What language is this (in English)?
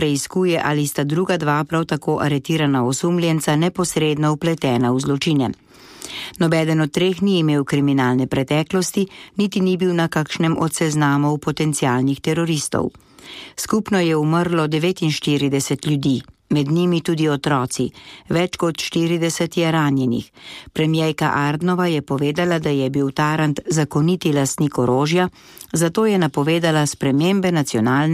Slovenian